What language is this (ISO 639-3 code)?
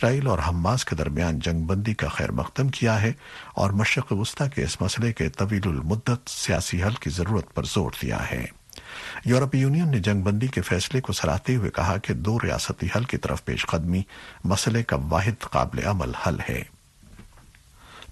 urd